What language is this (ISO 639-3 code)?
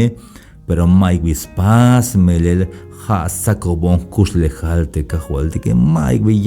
tzh